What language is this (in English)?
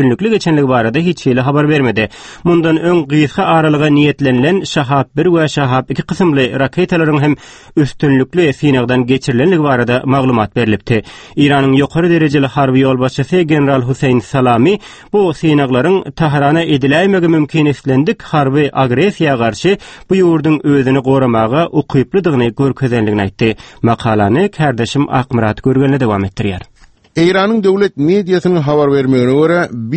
Turkmen